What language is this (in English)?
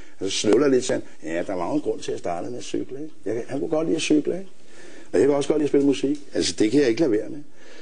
Danish